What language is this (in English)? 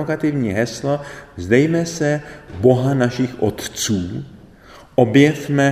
Czech